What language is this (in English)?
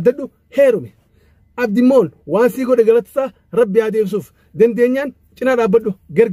Oromo